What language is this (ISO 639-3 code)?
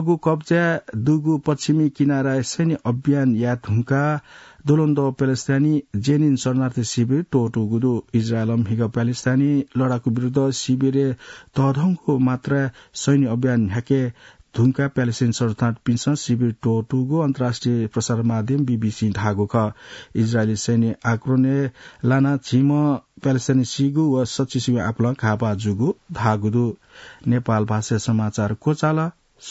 new